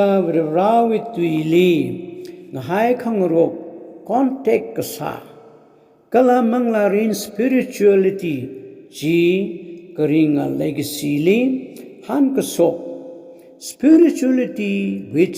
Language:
Tangkhul Naga (India)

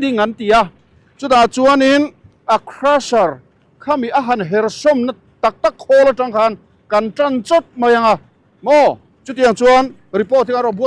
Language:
Mizo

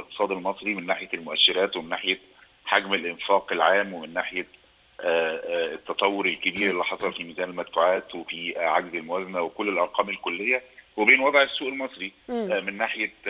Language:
Egyptian Arabic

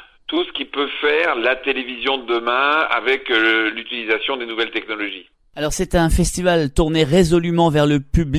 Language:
French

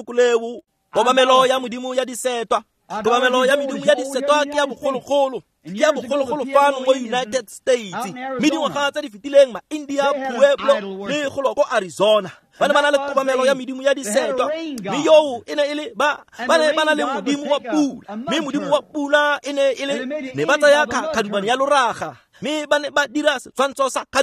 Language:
Tswana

